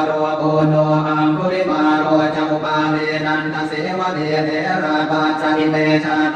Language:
Pali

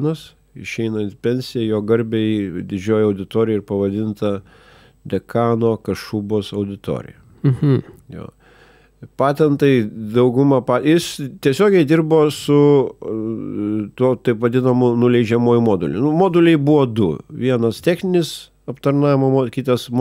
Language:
Lithuanian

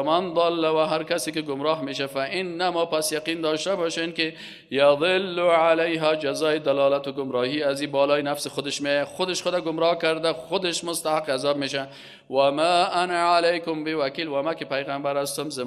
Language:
Persian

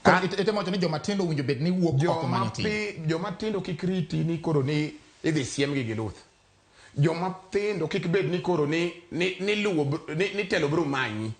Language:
Luo (Kenya and Tanzania)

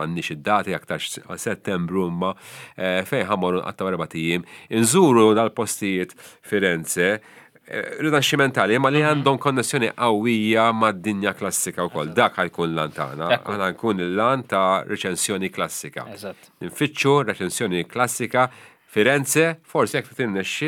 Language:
Maltese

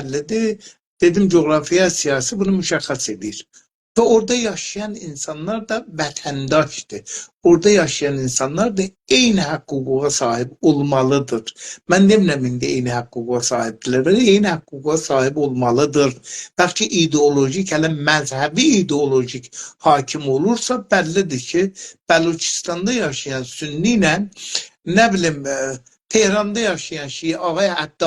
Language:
South Azerbaijani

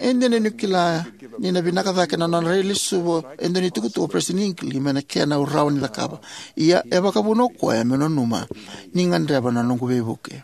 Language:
Fijian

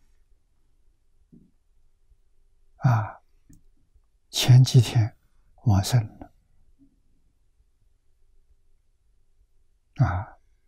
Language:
Chinese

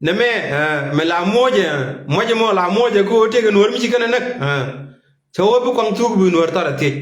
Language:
Nuer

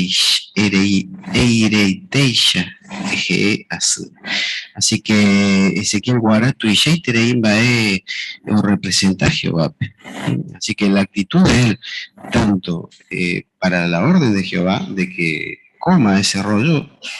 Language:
Guarani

